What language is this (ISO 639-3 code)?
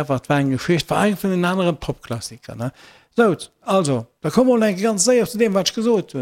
ltz